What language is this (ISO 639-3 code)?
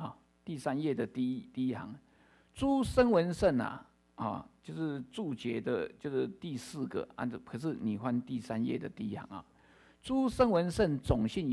zho